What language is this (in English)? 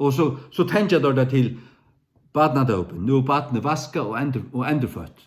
Faroese